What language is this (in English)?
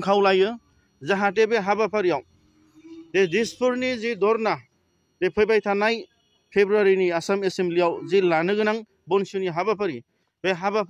Bodo